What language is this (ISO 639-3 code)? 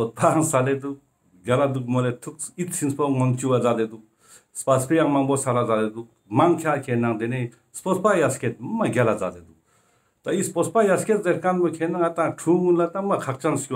lbj